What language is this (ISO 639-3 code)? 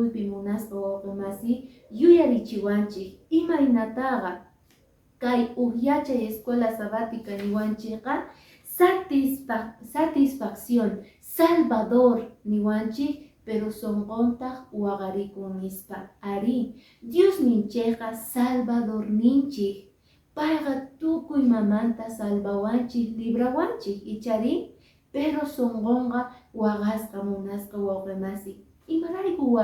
que